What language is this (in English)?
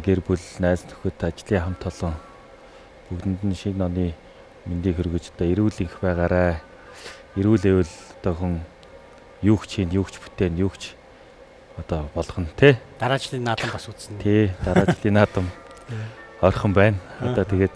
Mongolian